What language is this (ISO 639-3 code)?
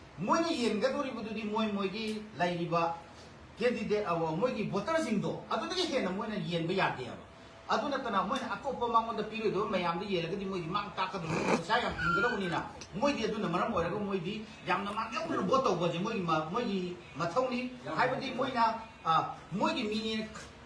mni